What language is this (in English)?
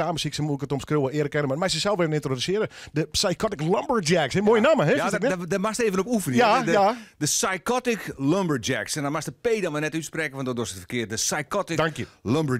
Western Frisian